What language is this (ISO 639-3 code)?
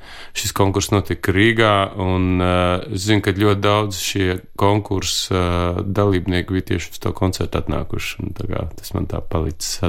lav